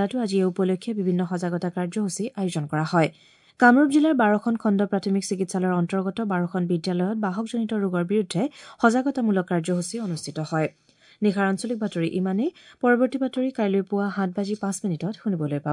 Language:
Assamese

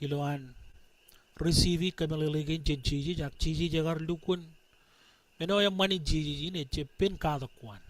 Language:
Marshallese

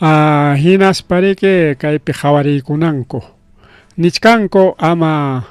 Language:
Ayacucho Quechua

